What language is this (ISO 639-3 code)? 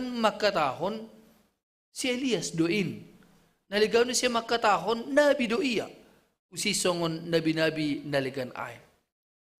bts